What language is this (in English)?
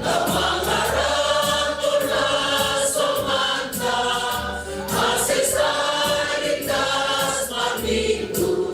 Batak Simalungun